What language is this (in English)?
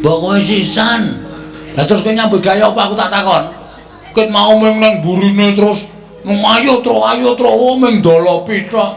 Javanese